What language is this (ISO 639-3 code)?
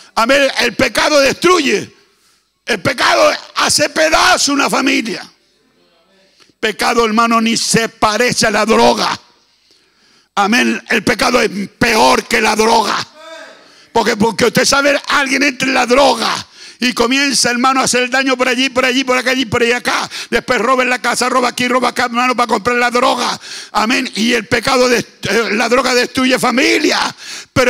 spa